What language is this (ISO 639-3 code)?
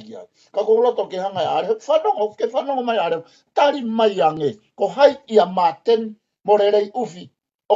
ton